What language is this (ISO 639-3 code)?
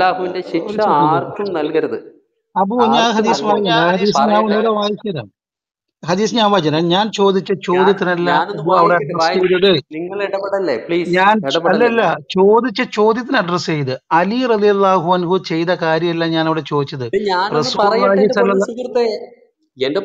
mal